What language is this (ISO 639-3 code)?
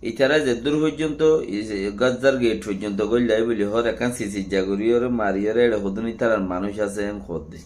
rhg